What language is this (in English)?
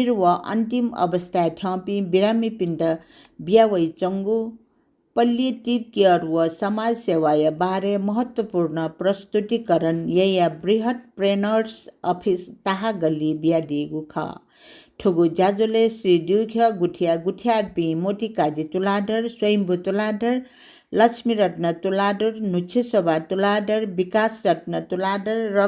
Newari